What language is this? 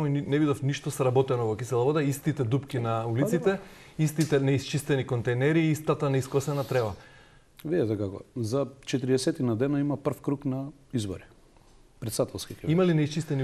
Macedonian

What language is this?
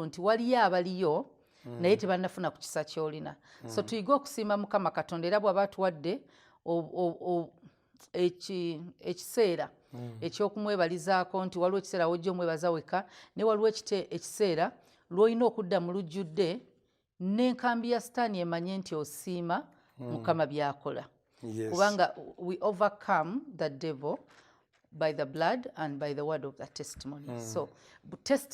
Ganda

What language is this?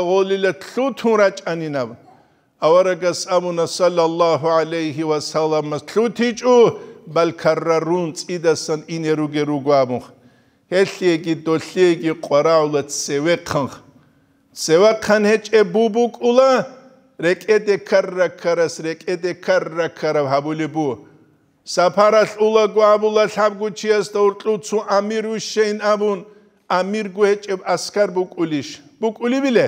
Avaric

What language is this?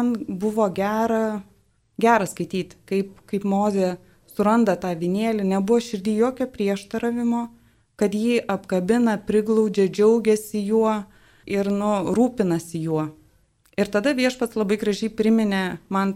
Lithuanian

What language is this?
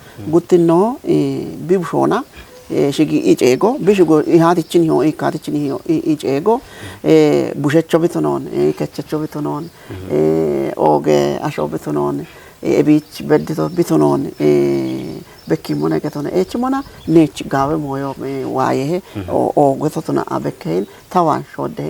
Kafa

